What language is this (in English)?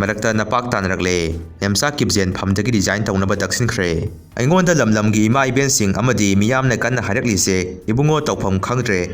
Manipuri